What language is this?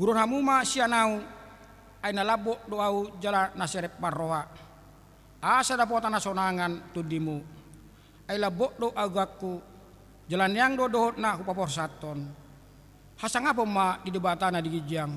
Batak Toba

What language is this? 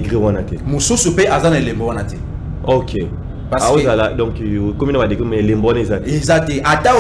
Lingala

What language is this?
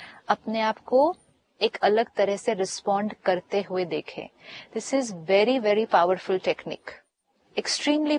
Hindi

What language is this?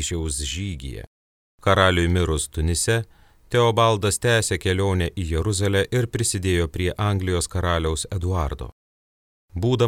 Lithuanian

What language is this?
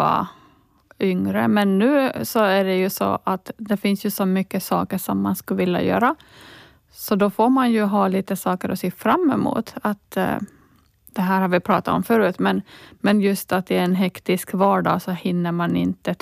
Swedish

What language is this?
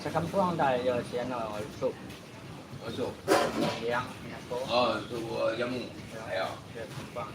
Minangkabau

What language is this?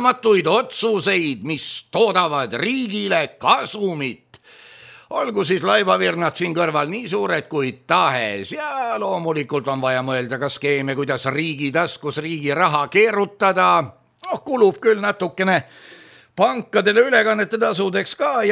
Estonian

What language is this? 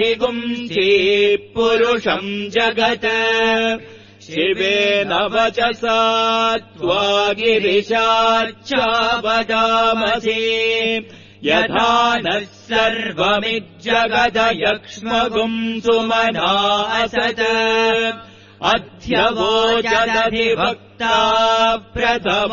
Sanskrit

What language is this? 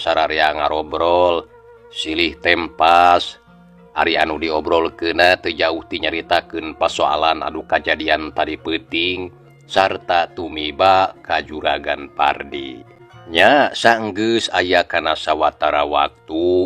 Sundanese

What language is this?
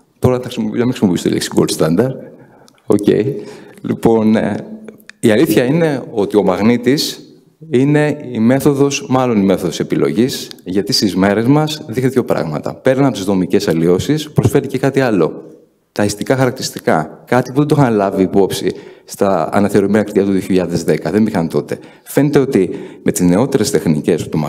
Greek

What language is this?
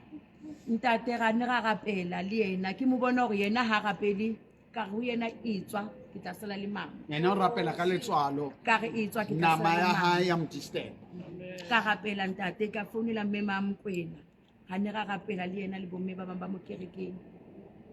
Southern Sotho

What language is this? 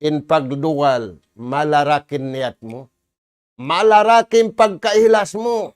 Tausug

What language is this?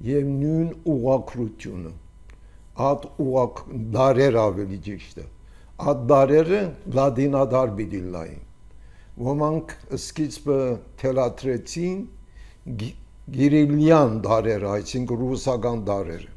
Armenian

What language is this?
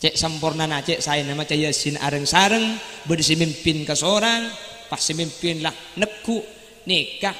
Madurese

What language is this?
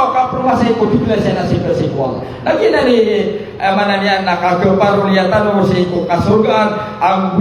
Maranao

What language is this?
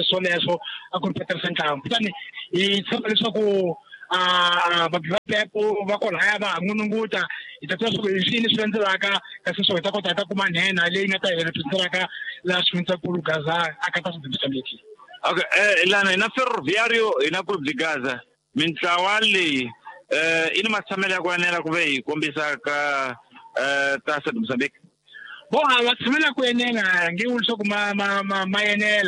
Tsonga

